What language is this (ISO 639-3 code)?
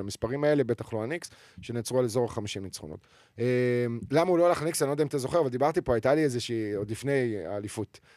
heb